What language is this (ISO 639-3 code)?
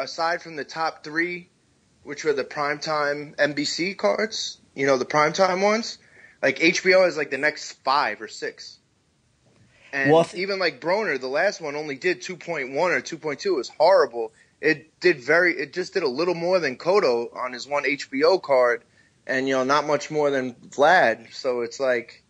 eng